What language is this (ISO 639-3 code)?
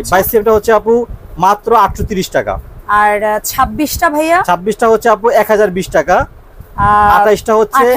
ben